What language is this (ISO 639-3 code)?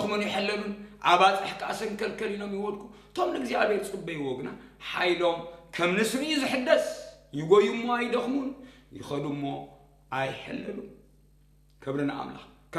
tir